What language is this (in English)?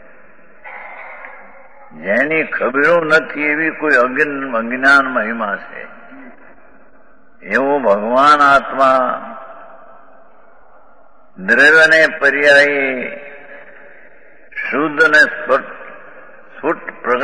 Gujarati